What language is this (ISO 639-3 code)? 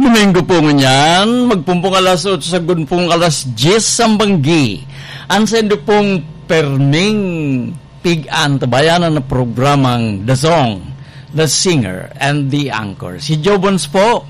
bik